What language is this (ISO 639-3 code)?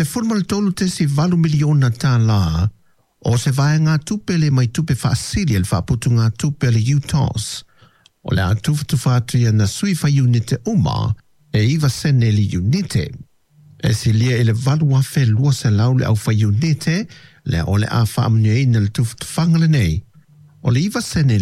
smo